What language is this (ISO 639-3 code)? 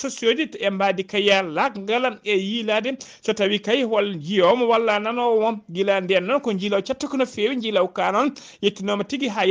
ful